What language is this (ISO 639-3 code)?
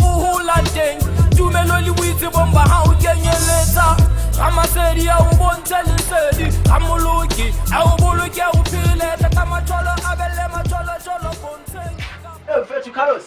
sot